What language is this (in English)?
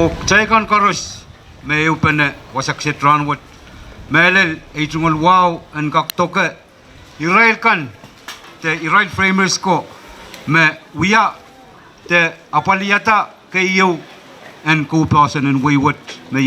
Pohnpeian